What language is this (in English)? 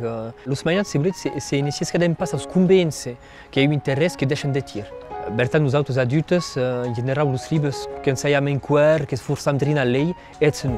Occitan